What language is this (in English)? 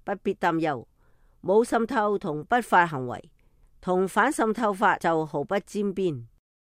Cantonese